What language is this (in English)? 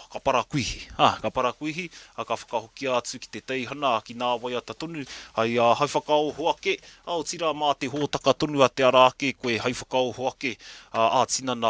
Māori